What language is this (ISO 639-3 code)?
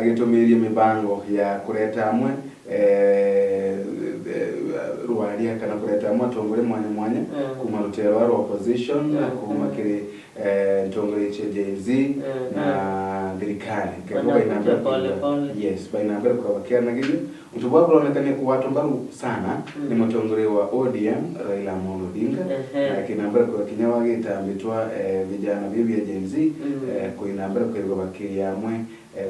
mer